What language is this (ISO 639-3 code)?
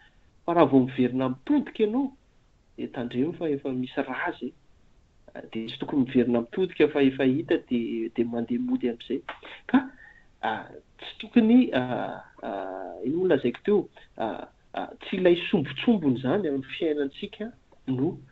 mlg